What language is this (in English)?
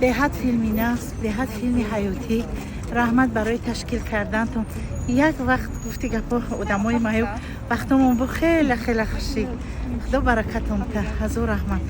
Tajik